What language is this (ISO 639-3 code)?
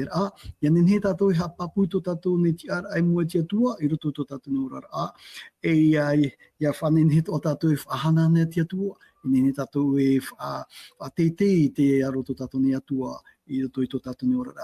tah